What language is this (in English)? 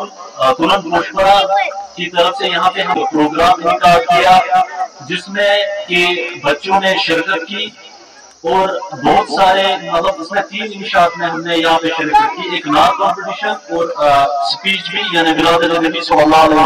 Urdu